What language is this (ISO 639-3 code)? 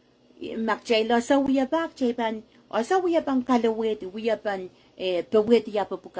pon